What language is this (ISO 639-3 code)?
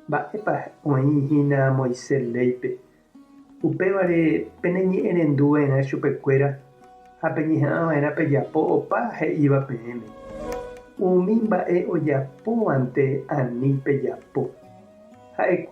grn